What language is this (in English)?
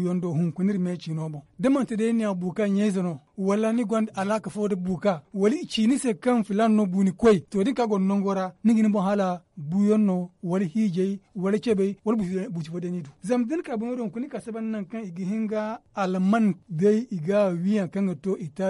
Zarma